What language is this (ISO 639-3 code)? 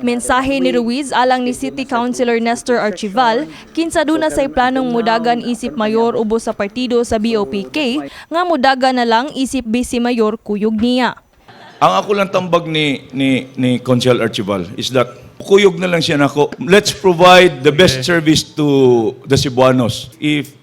ceb